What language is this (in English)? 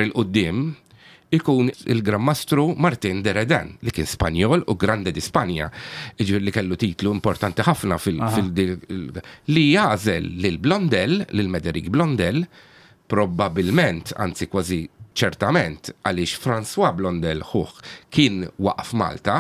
Maltese